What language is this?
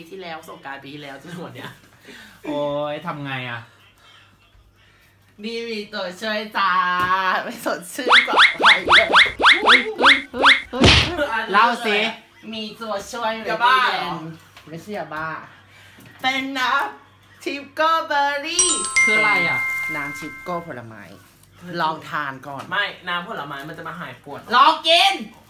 Thai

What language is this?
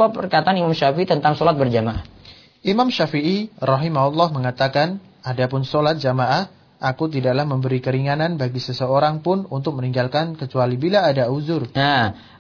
Indonesian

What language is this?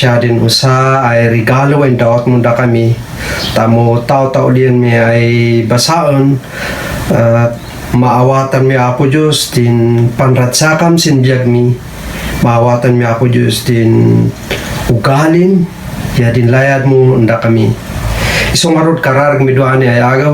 Kankanaey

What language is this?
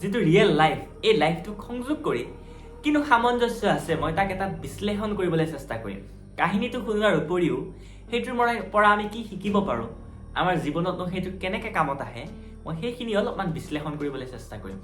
Assamese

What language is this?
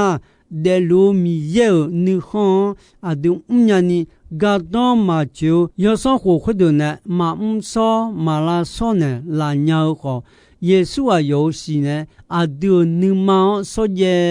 Akha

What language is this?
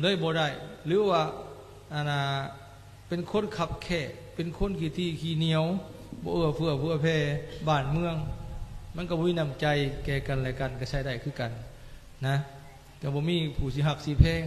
Lao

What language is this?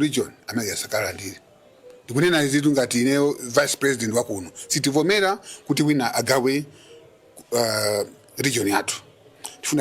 Nyanja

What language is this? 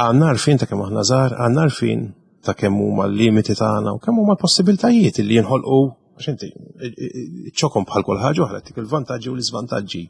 Maltese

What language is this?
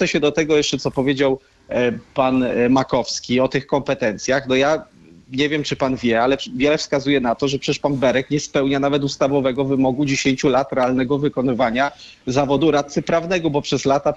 Polish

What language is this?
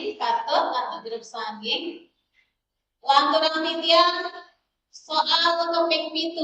Balinese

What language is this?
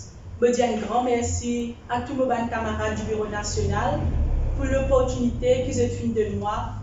Morisyen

